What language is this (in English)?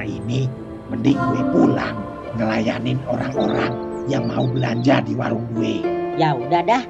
Betawi